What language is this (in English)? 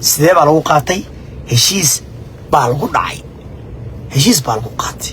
Somali